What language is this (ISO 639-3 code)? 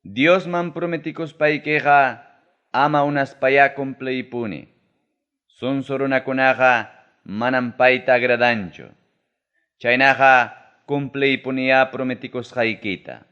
quy